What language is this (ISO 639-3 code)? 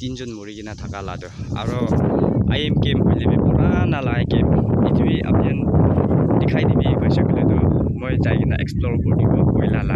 nag